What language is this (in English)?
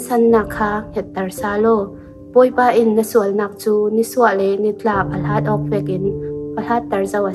Falam Chin